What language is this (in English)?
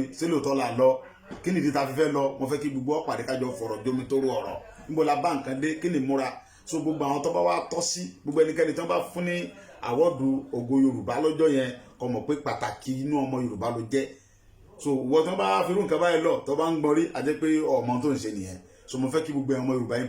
Yoruba